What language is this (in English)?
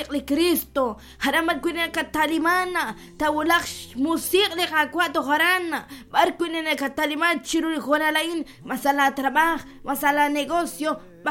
Kekchí